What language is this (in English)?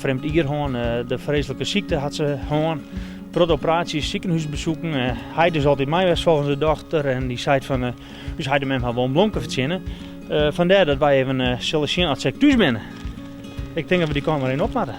Western Frisian